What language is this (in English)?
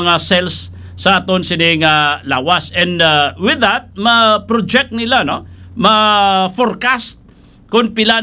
Hiligaynon